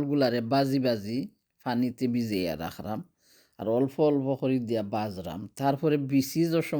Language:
Sylheti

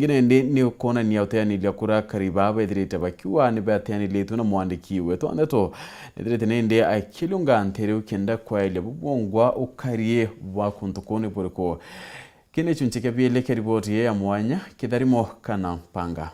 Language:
Meru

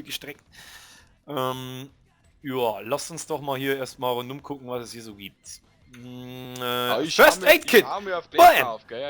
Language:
Bavarian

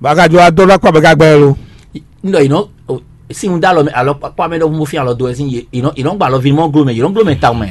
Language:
Fon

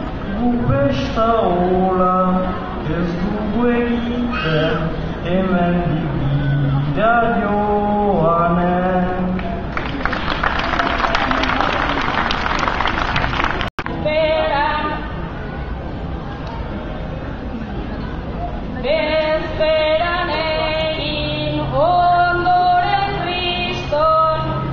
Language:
Basque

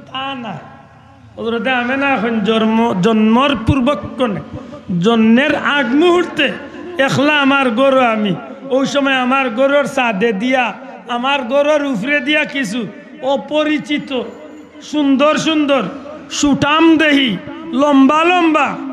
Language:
Sylheti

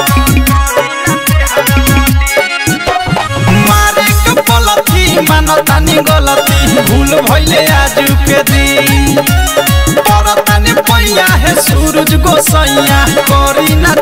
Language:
Bhojpuri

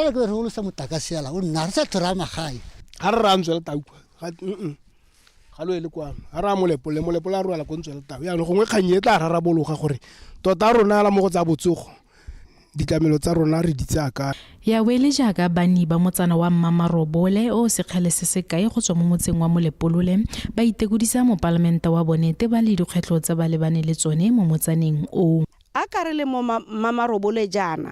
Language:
Tswana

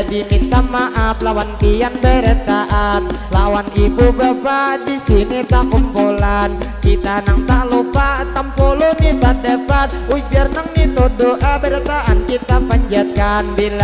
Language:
Banjar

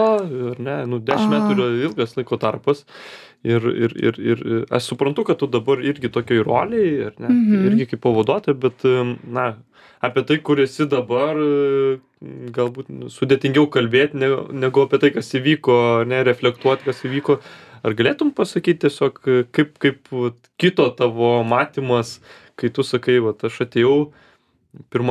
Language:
Lithuanian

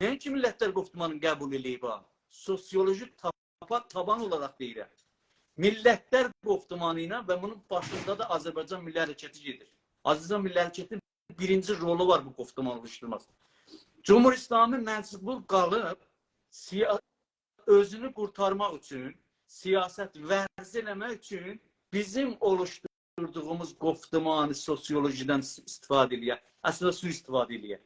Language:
South Azerbaijani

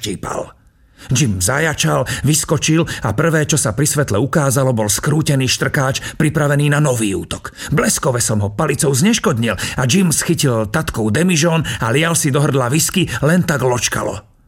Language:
Slovak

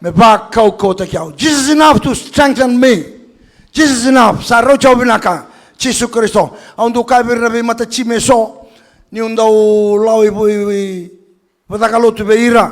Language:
Fijian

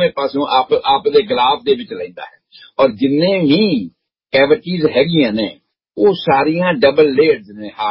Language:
Punjabi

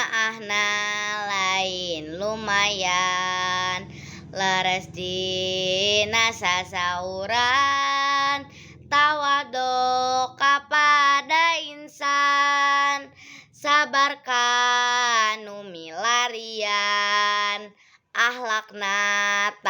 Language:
Sundanese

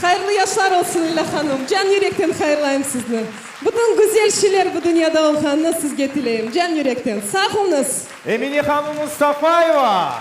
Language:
Crimean Tatar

